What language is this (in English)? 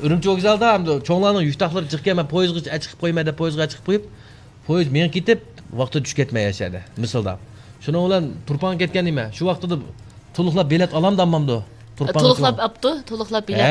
Uyghur